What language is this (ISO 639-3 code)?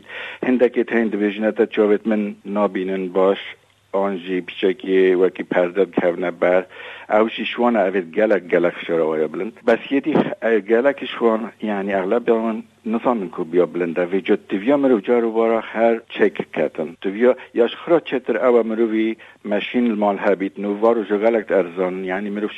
kur